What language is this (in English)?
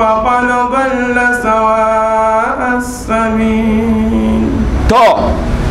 Dagbani